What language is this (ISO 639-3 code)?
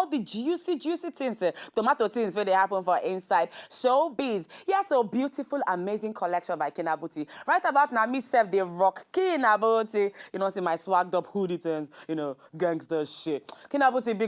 pcm